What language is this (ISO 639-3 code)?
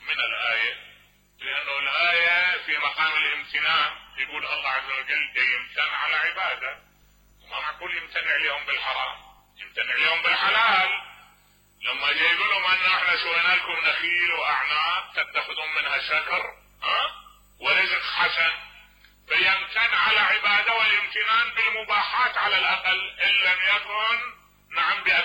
acm